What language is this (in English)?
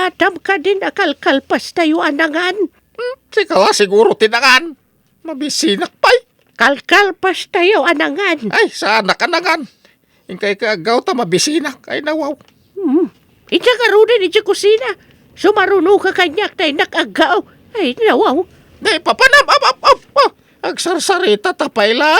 Iloko